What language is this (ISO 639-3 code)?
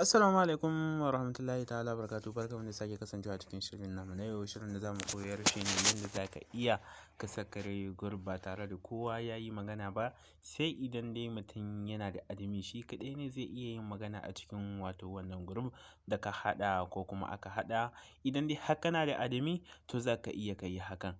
hau